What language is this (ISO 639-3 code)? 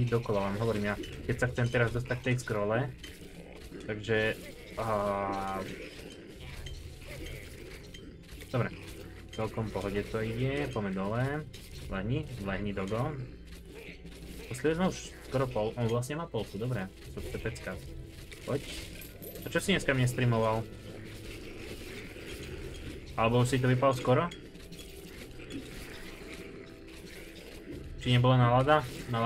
slk